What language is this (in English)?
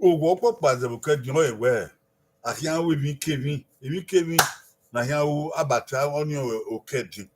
Bini